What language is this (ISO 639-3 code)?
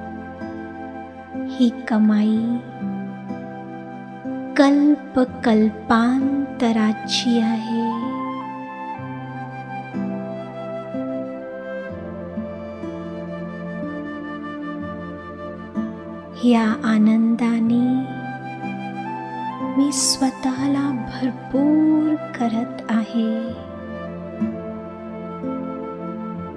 mar